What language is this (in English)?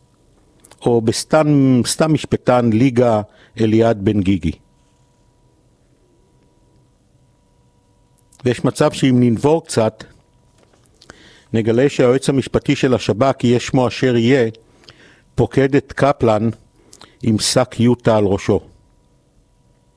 Hebrew